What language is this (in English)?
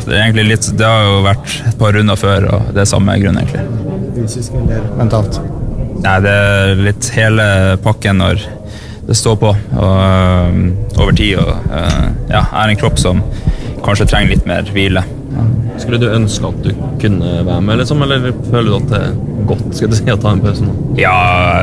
Norwegian